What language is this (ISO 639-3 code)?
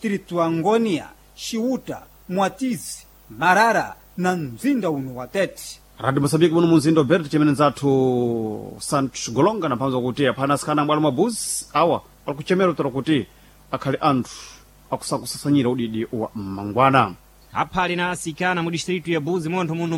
seh